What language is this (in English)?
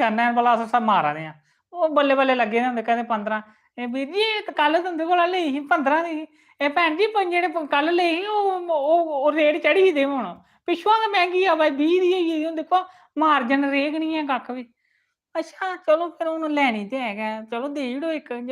Dogri